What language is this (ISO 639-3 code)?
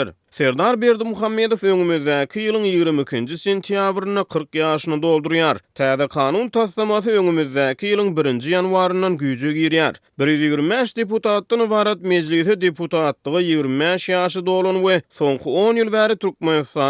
tuk